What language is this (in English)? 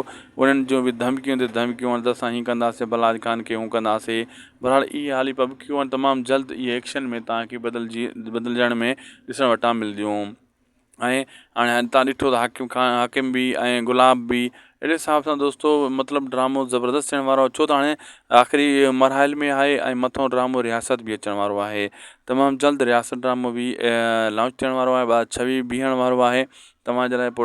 Sindhi